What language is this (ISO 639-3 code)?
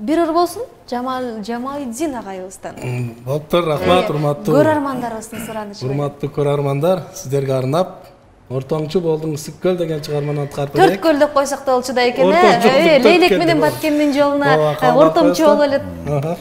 kir